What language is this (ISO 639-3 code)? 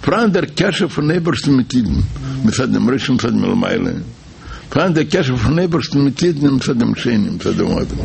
yid